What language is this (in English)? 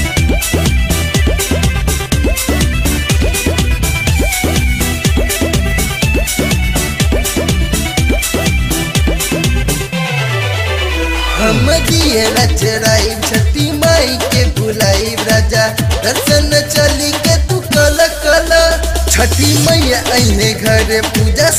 Bhojpuri